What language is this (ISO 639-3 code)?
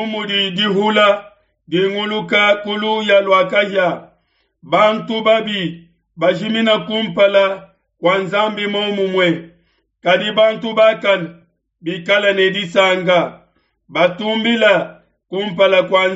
lua